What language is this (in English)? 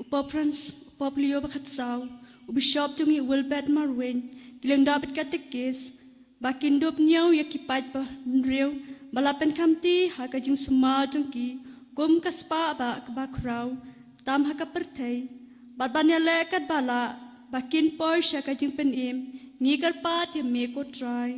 Khasi